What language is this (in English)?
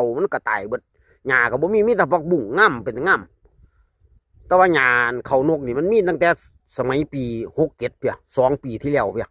Lao